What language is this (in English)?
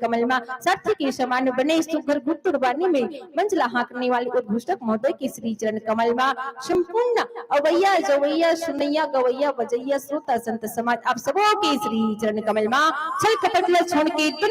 Chhattisgarhi